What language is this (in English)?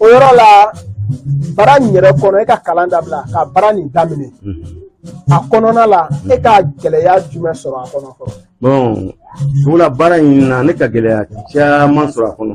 Bambara